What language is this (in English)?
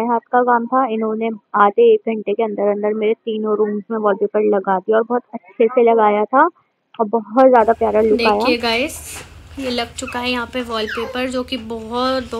Hindi